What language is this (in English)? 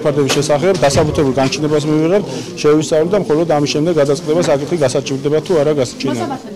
Georgian